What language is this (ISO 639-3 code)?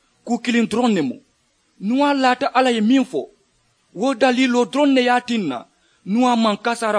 man